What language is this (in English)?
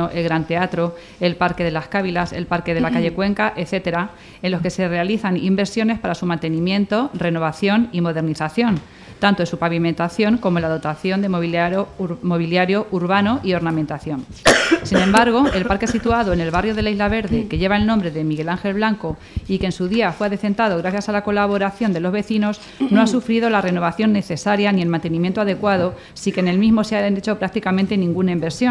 Spanish